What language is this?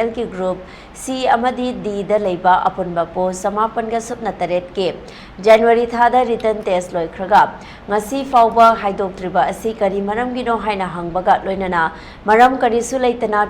Manipuri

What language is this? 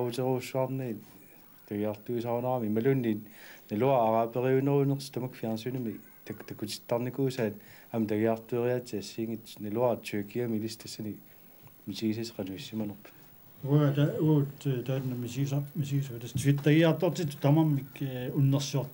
Kalaallisut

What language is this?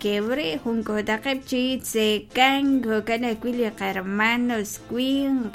Kekchí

